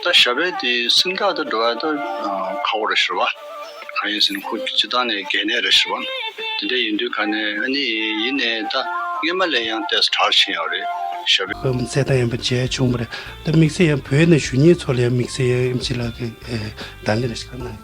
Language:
Tibetan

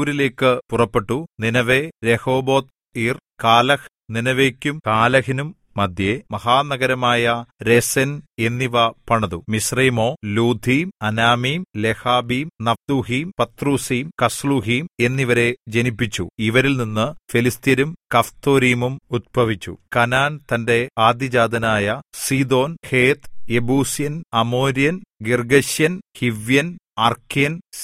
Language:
Malayalam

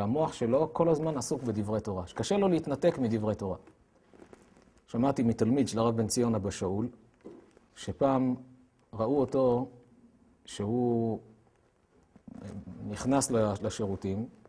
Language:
Hebrew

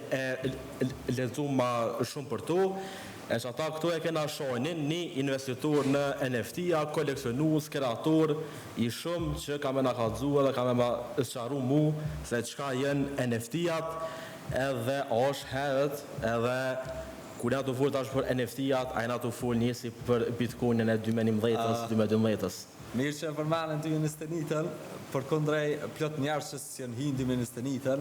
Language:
Albanian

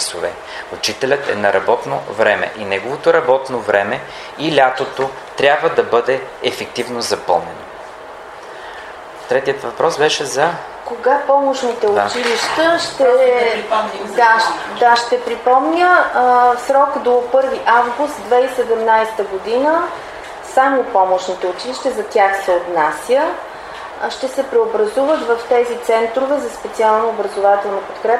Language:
Bulgarian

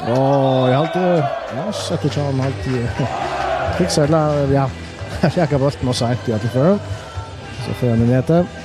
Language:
Faroese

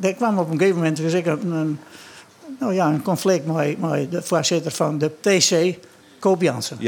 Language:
Western Frisian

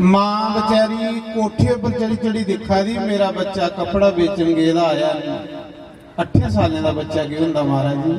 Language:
Dogri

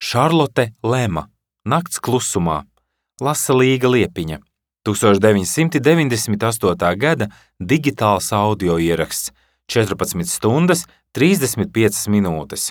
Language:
Latvian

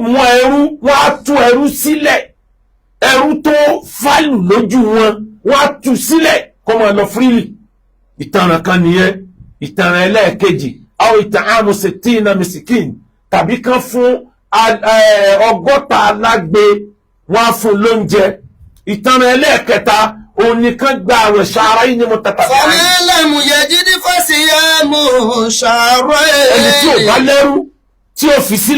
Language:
Yoruba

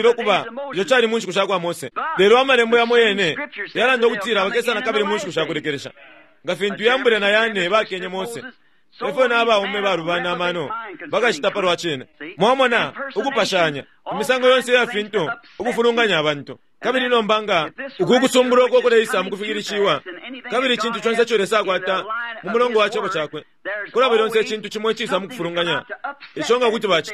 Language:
Bemba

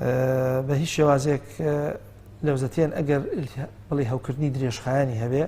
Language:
Central Kurdish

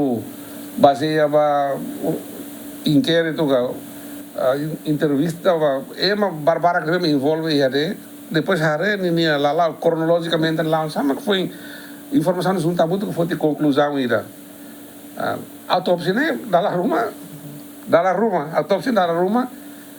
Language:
Tetum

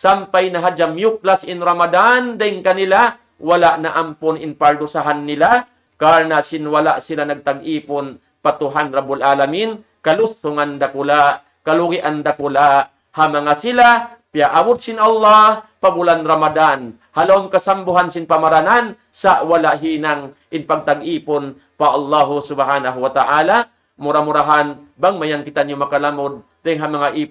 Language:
Tausug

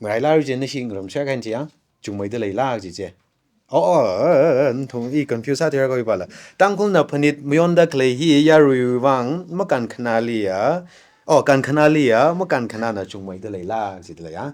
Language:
Tangkhul Naga (India)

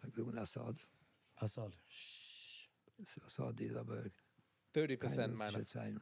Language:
Yiddish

